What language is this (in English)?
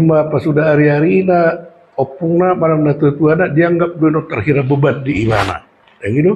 Batak Toba